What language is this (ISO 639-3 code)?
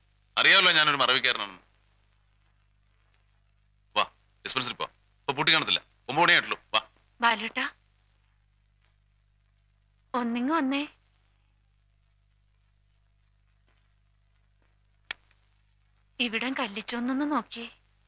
mal